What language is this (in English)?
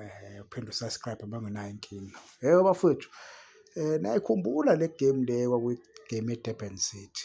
Zulu